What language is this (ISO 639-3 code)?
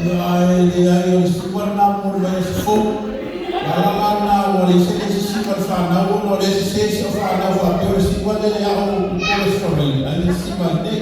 smo